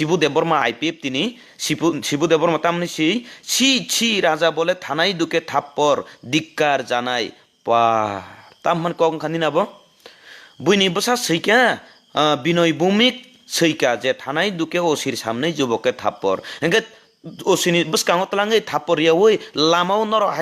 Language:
Kok Borok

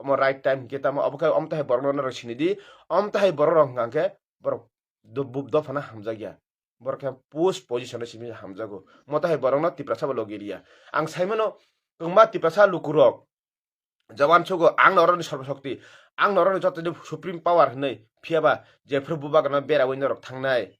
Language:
Kok Borok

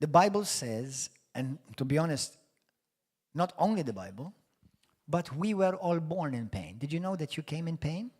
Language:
English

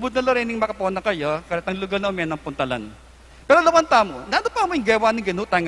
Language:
Pampanga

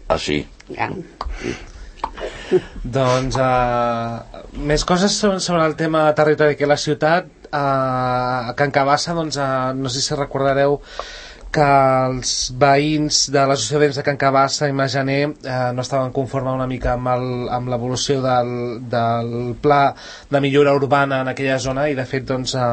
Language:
Catalan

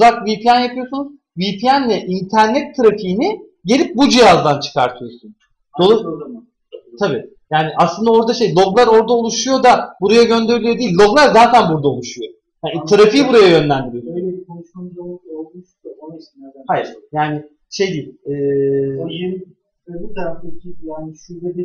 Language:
Turkish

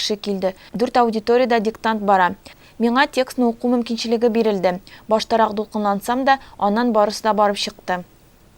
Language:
Tatar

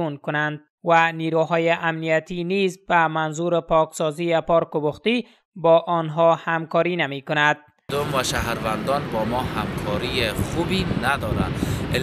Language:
Persian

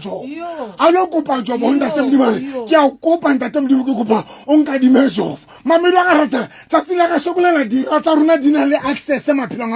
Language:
Southern Sotho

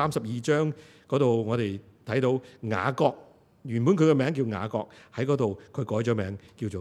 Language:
Cantonese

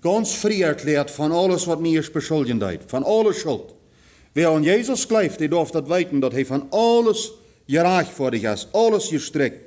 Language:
Plautdietsch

